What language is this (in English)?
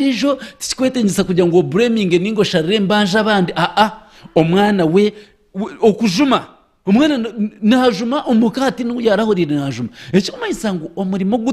Nyankole